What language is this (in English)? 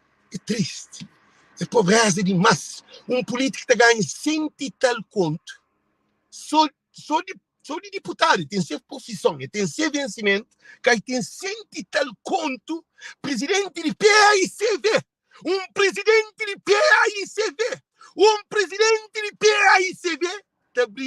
Kabuverdianu